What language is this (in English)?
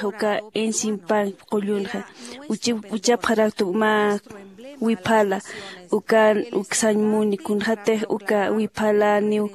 Aymara